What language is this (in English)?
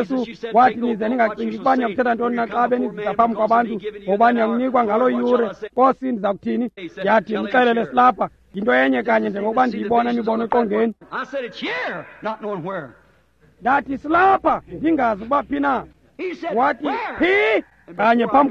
Xhosa